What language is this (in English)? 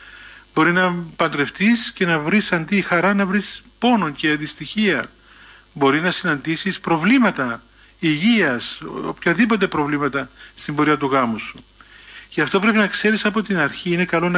Greek